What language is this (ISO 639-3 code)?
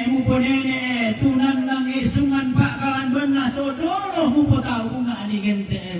sda